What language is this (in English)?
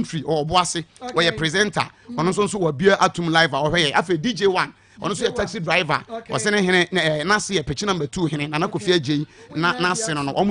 Akan